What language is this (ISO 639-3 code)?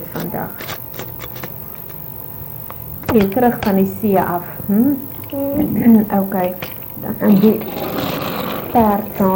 afr